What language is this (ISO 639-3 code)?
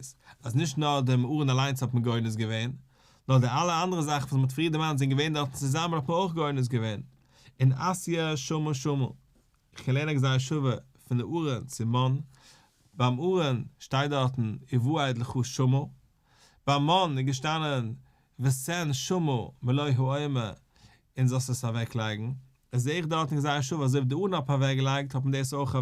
yid